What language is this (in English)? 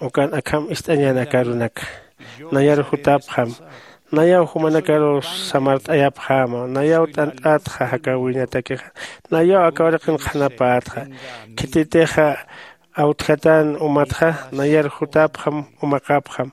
Aymara